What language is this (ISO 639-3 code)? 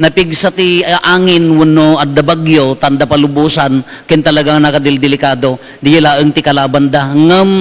ilo